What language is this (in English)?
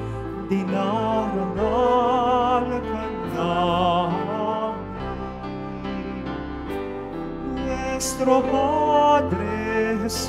Filipino